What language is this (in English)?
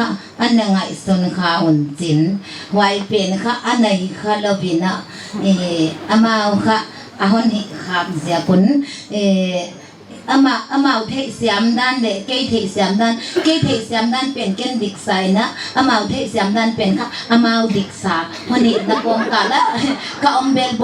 Paite Chin